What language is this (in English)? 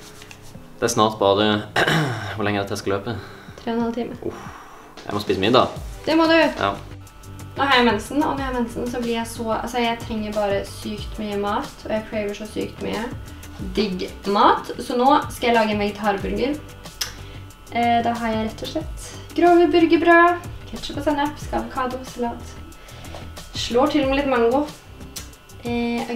Norwegian